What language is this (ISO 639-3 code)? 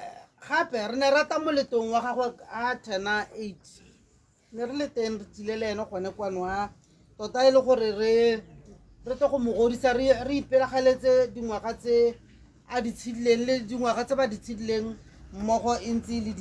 tsn